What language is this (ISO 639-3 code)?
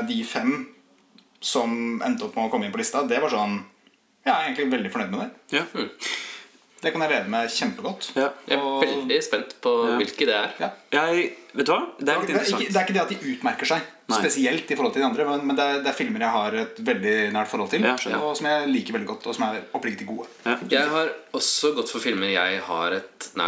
nor